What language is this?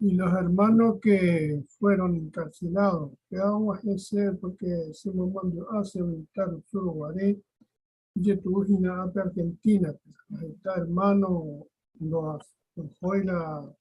Guarani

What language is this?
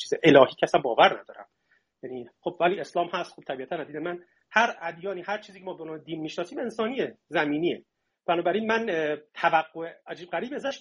Persian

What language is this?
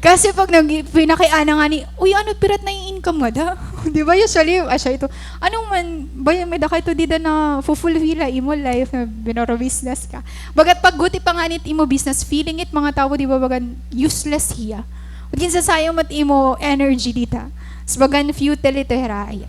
Waray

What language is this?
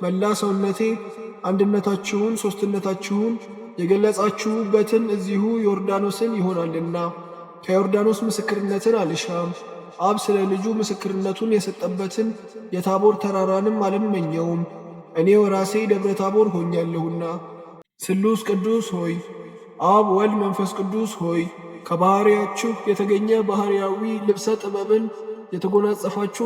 Amharic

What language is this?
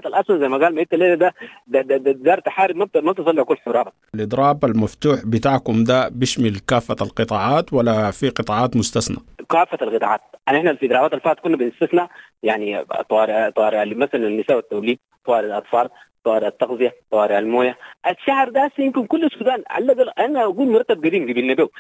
Sudanese Arabic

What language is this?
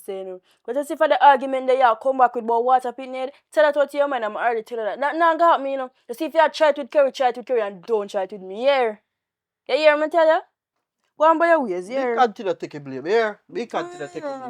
Jamaican Creole English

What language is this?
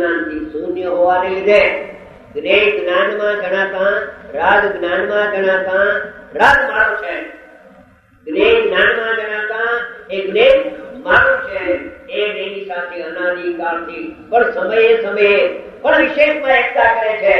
Gujarati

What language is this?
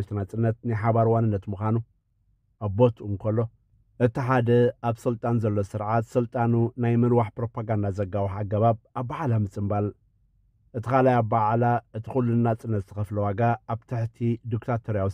Tigrinya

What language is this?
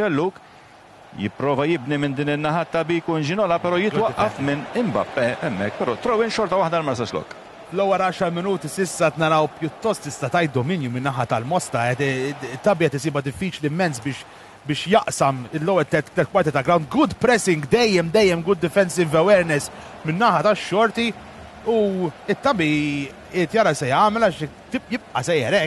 Maltese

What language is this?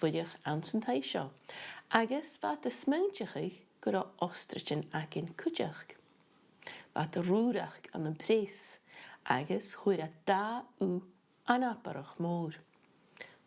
Scottish Gaelic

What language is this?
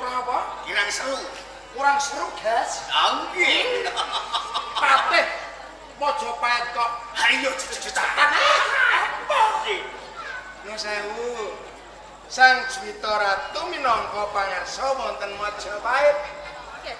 Javanese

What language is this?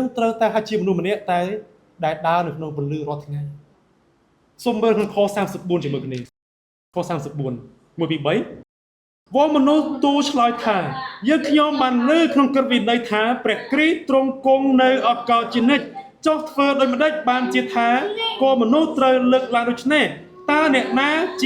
Khmer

